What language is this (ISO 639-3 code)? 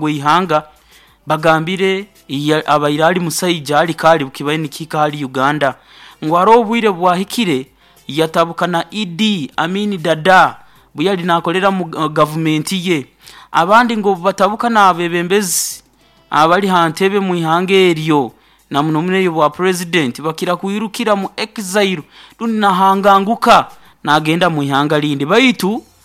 nyo